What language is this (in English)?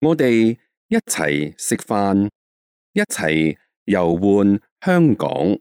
Cantonese